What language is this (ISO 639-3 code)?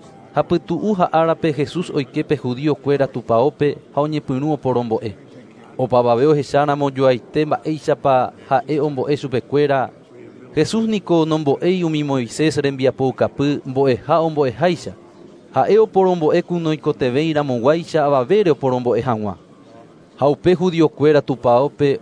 grn